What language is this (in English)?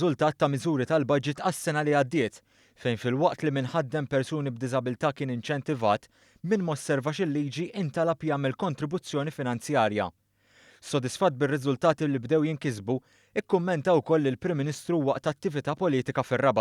Maltese